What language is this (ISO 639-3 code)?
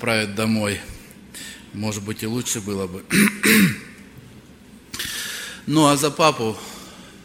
rus